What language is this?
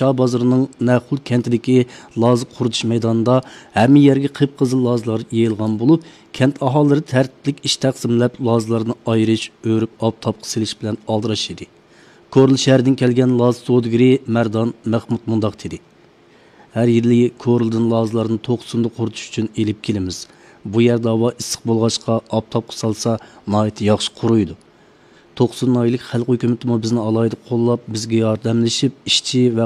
Uyghur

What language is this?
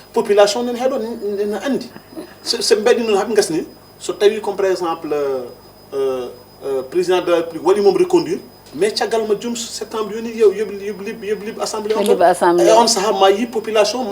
Fula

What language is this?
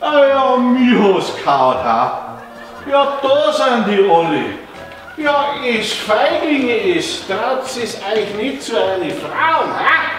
Bavarian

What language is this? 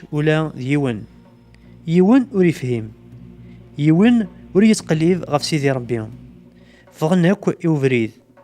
Kabyle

